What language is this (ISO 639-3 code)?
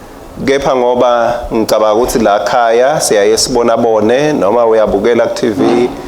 ssw